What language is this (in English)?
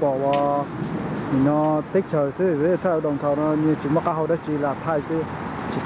Hmong